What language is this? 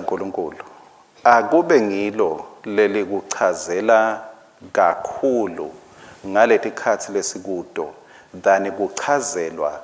Swati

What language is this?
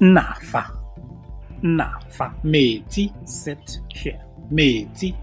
Tswana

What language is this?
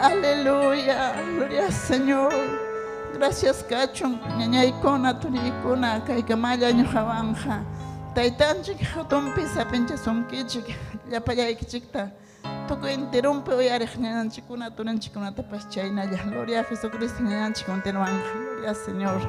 Ayacucho Quechua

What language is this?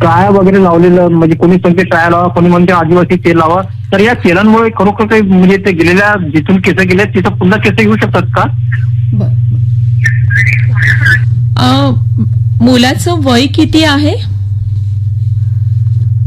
Marathi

